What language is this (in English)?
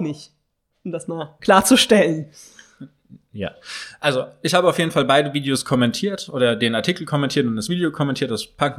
German